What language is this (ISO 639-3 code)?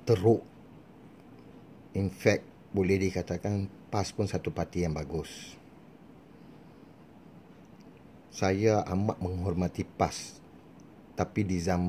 msa